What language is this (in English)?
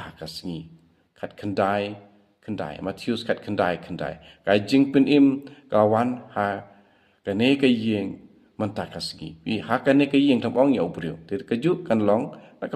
Khasi